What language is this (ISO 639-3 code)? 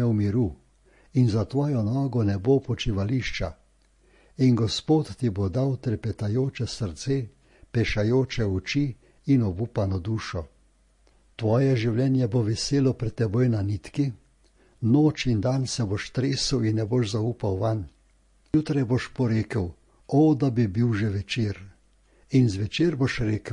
slv